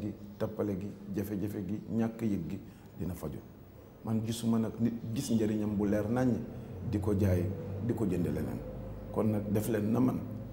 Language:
Wolof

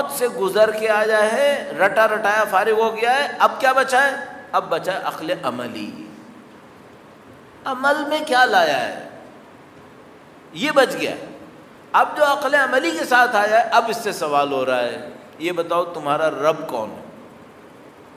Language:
Urdu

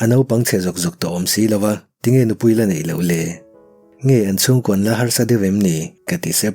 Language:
Mizo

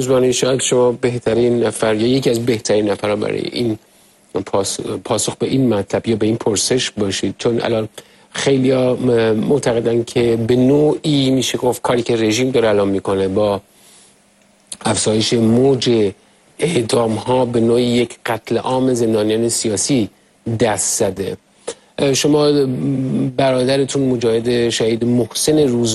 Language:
Persian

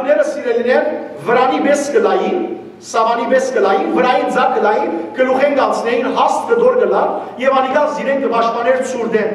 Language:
Western Armenian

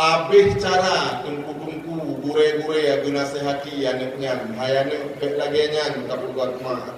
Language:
Achinese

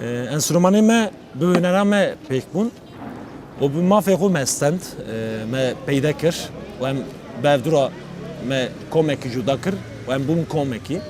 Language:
Kurdish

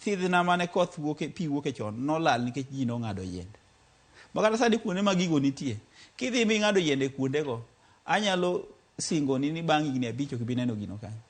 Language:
Luo (Kenya and Tanzania)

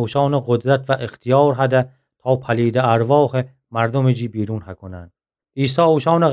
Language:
Gilaki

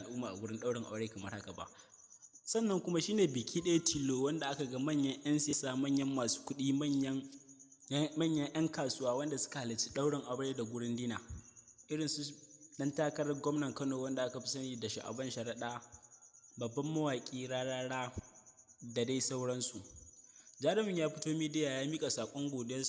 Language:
Hausa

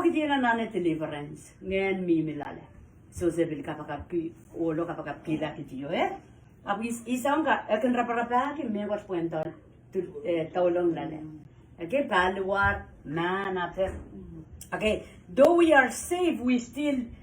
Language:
Pohnpeian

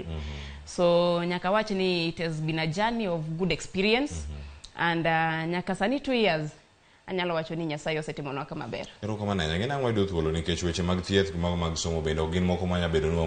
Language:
Luo (Kenya and Tanzania)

